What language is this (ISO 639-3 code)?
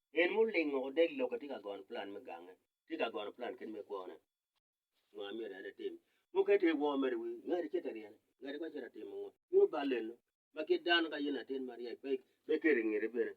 ach